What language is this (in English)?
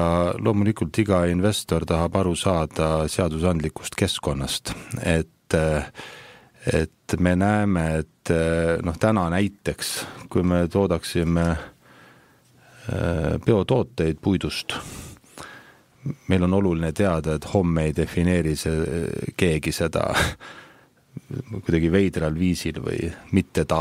Estonian